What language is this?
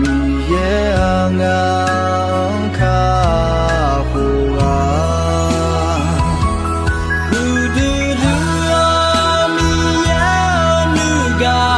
Akha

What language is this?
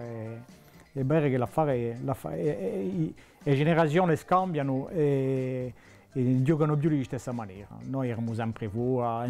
Corsican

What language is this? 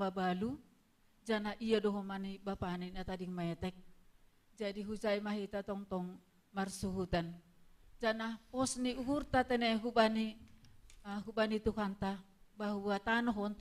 Batak Simalungun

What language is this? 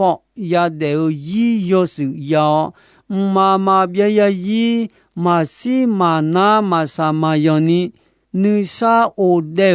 Akha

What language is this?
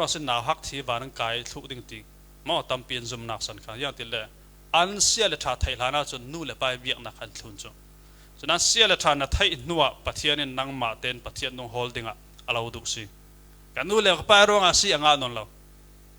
Falam Chin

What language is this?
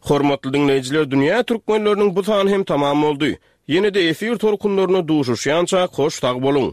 Turkmen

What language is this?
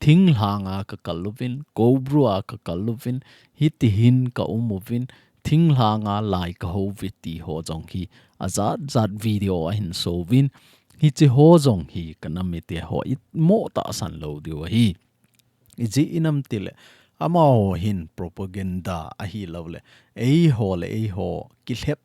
Thado Chin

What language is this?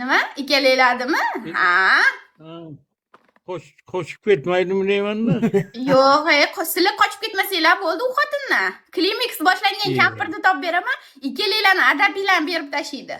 Uzbek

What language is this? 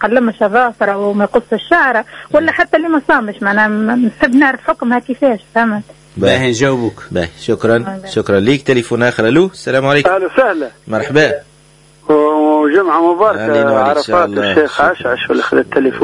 Tunisian Arabic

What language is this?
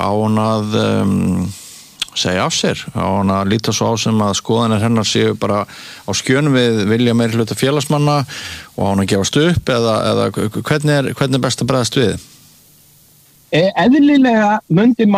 Icelandic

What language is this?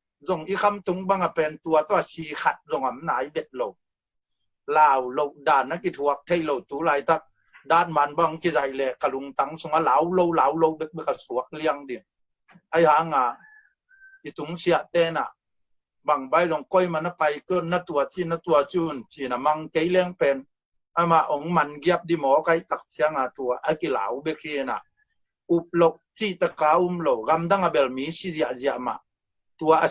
Tedim Chin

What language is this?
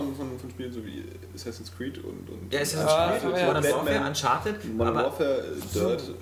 German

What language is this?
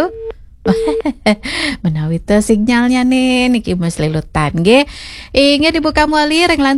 Balinese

